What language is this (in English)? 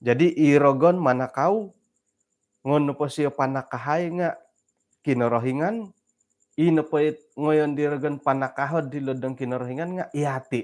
Central Dusun